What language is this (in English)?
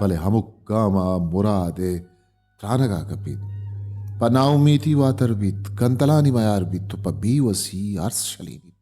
Baluchi